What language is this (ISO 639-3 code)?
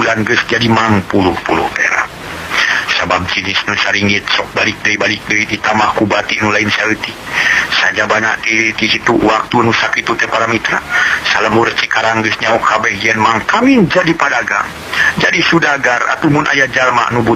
sun